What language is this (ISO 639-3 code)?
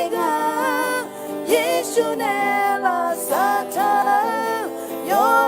ahk